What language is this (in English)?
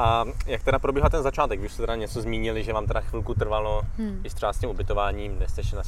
Czech